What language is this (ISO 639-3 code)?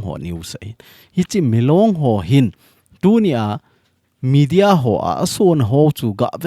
tcz